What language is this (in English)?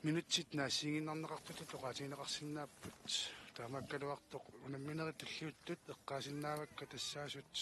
Kalaallisut